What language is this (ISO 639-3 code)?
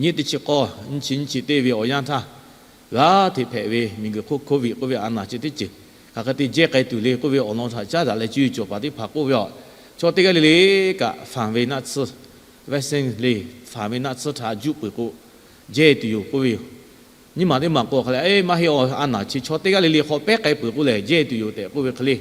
lhu